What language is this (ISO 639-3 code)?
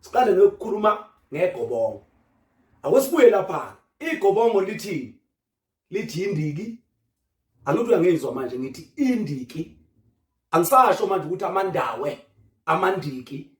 zul